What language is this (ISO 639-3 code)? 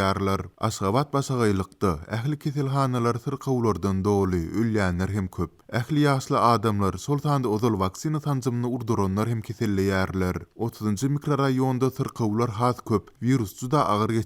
tuk